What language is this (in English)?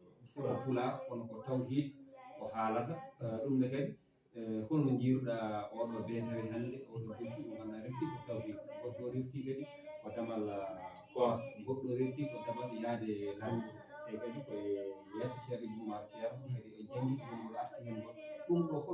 Fula